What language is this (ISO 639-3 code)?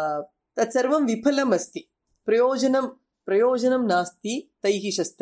san